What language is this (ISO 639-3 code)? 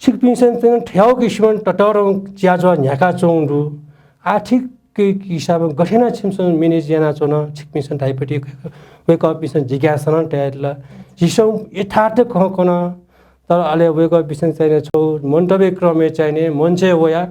new